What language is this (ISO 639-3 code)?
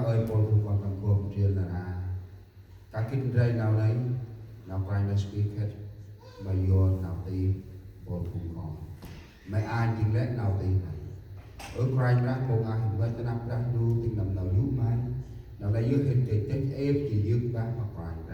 cmo